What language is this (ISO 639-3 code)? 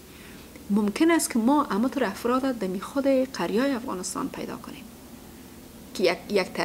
fas